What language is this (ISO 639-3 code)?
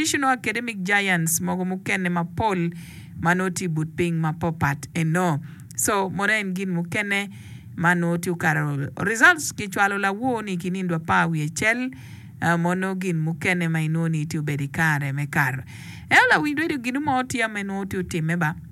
ach